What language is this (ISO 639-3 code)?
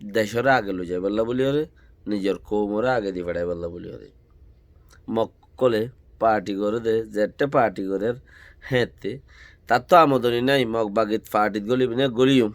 rhg